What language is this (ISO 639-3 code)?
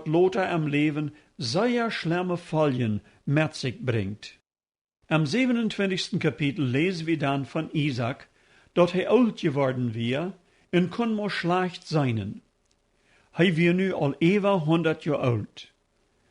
pdt